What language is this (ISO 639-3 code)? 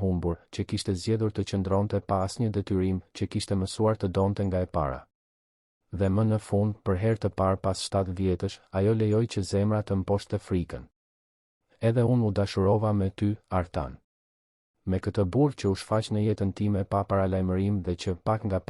sqi